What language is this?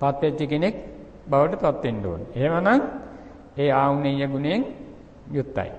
Sinhala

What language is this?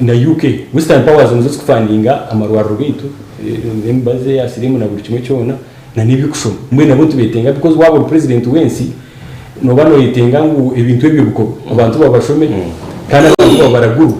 Nyankole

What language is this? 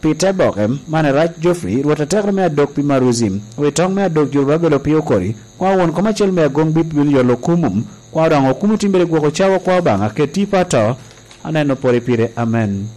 Lango (Uganda)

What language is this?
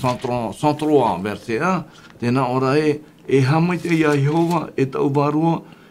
Tahitian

